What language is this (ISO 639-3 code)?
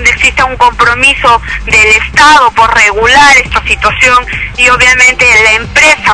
spa